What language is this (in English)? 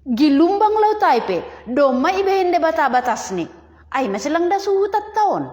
Batak Simalungun